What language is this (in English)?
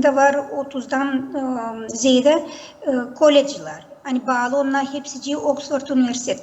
Gagauz